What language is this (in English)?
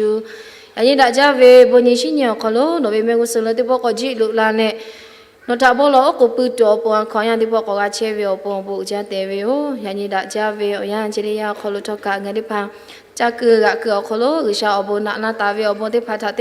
Lahu